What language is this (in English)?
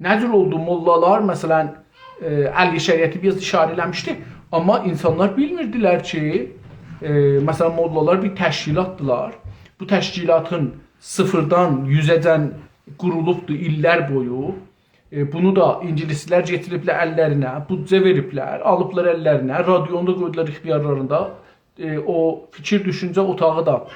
South Azerbaijani